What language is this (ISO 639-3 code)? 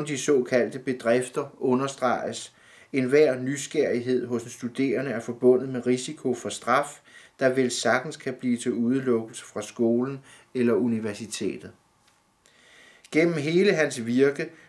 dan